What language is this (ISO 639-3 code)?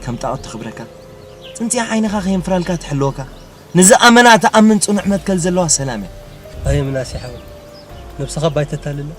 tir